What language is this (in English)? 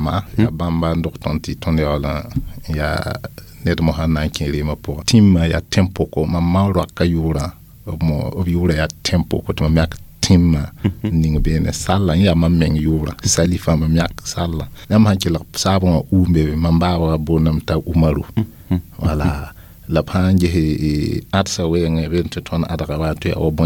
Mossi